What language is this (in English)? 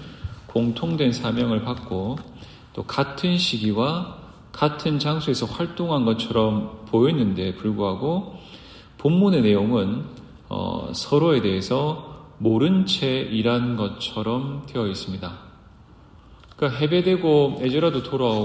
Korean